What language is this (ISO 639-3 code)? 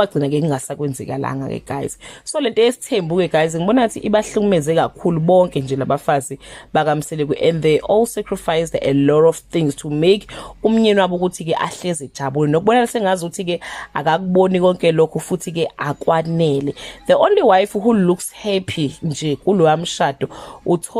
zul